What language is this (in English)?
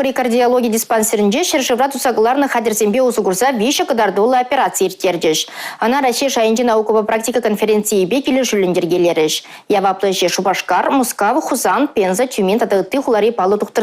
Chuvash